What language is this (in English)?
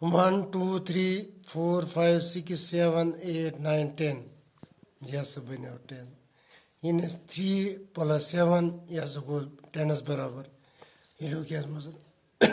Kashmiri